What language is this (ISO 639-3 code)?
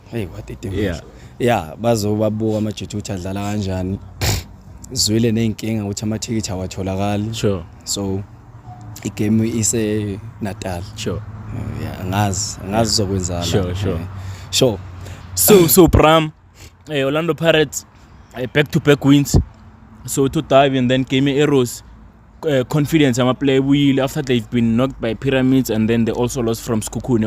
zul